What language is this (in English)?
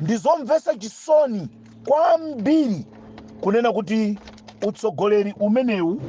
Nyanja